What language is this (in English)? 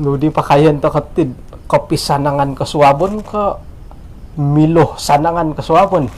Central Dusun